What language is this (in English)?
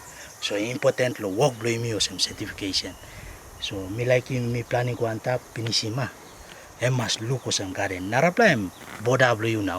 Tok Pisin